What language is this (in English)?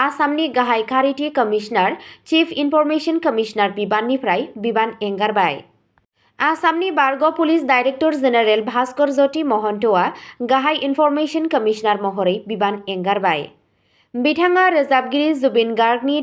Bodo